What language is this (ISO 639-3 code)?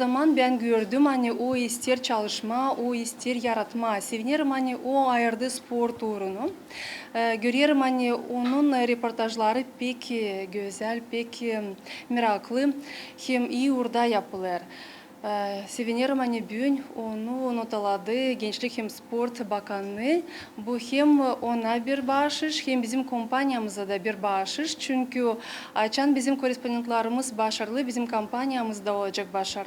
gag